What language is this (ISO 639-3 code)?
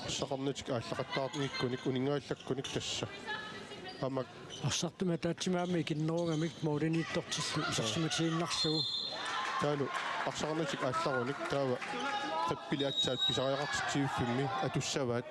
kal